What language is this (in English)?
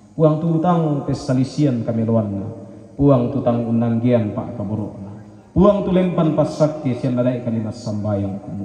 Toraja-Sa'dan